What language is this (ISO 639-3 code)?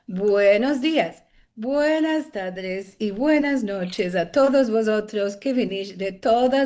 lad